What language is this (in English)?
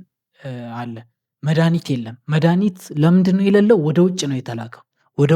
Amharic